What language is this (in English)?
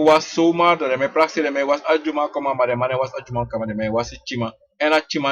Sranan Tongo